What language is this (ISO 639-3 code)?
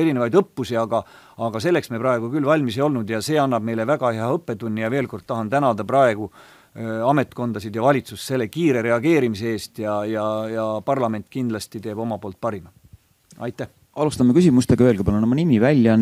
est